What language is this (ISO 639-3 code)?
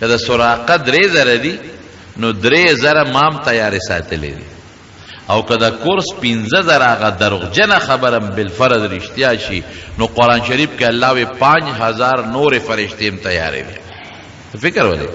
pus